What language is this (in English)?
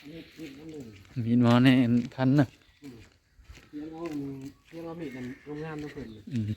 Northeastern Thai